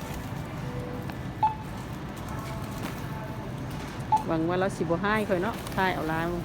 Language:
Lao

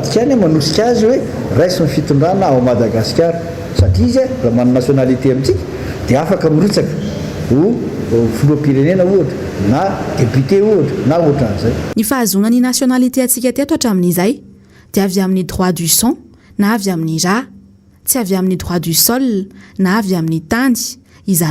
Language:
Malagasy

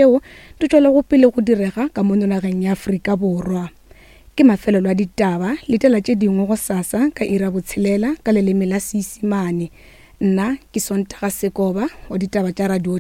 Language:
Northern Sotho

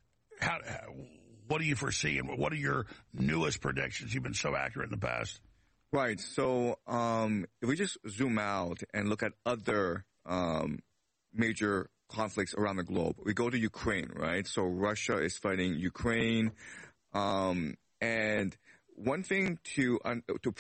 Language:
English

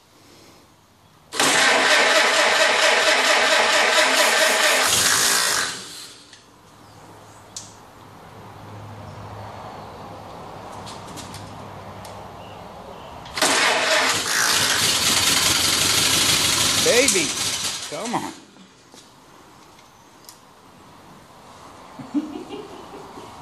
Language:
English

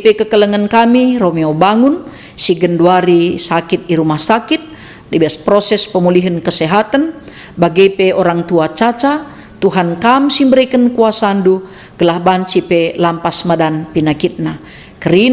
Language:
Batak Karo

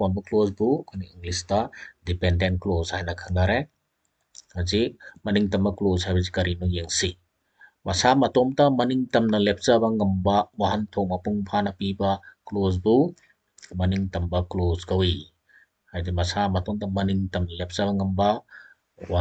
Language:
Manipuri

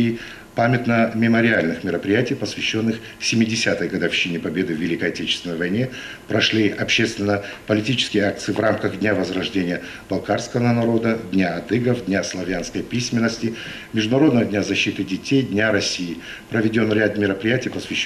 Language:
Russian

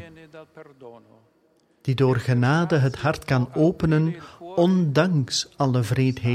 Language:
Dutch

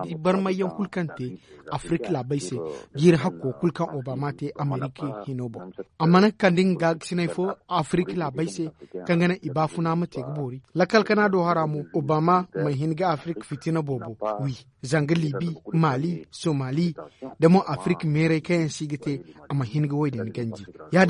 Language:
Zarma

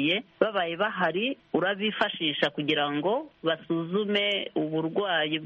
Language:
Kinyarwanda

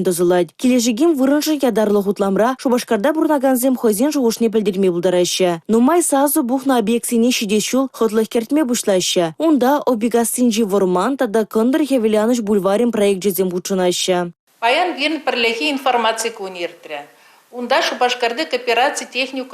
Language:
Chuvash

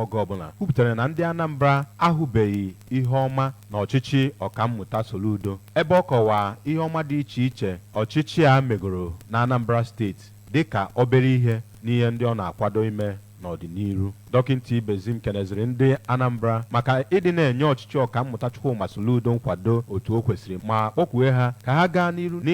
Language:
Igbo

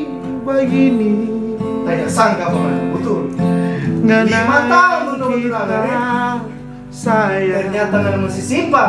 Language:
Manado Malay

